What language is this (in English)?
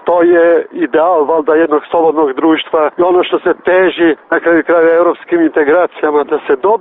Croatian